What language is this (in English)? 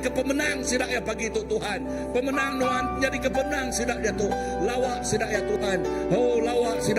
Iban